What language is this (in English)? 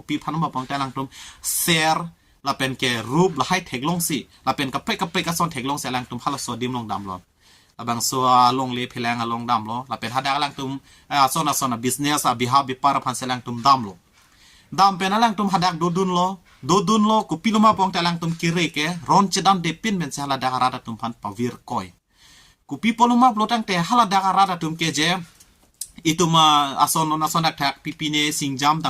Karbi